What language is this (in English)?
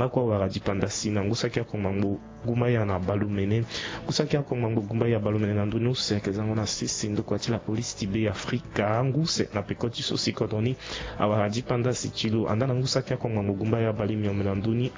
Sango